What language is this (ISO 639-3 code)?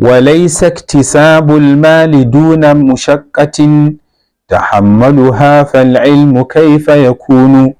hau